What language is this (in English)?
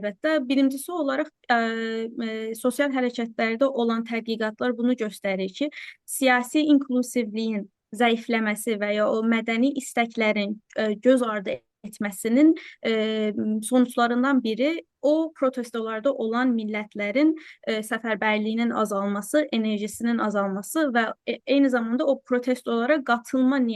South Azerbaijani